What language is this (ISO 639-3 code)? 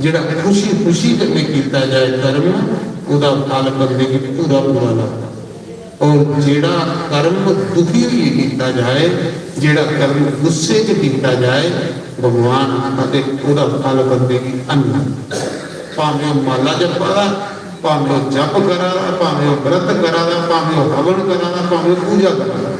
doi